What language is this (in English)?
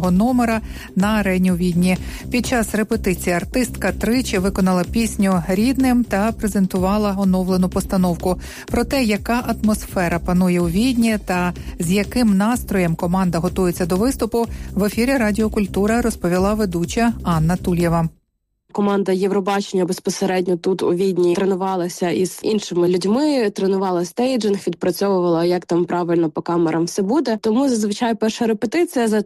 Ukrainian